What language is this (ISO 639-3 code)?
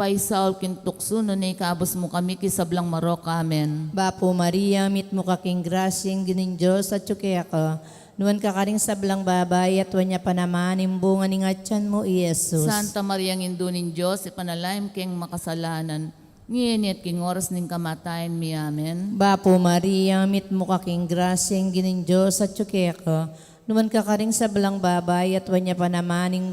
pam